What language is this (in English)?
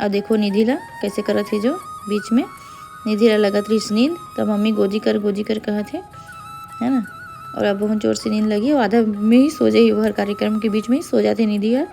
Chhattisgarhi